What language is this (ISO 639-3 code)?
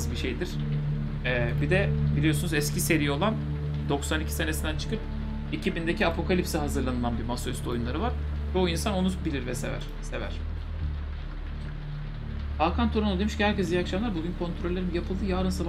tur